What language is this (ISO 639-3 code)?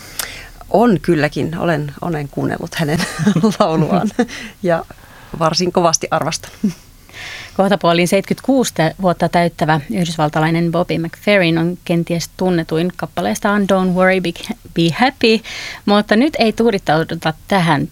fin